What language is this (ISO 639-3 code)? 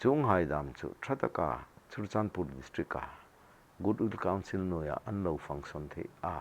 hmr